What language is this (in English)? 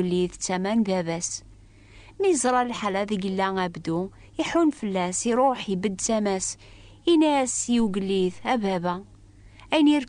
Kabyle